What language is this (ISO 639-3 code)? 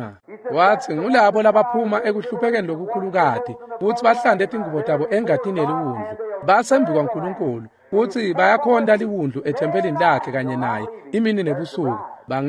ssw